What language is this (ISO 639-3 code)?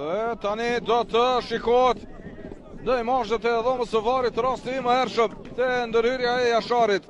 sqi